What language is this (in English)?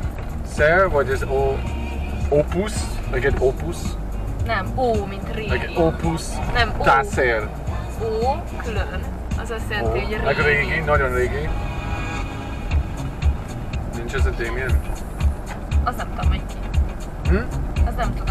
Hungarian